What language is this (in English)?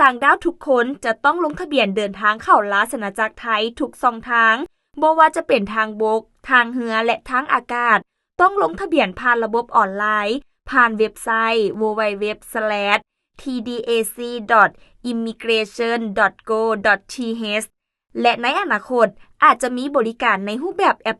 Lao